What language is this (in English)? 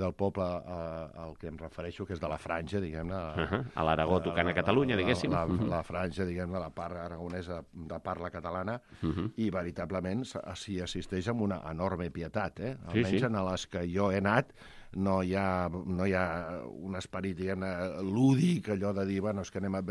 Catalan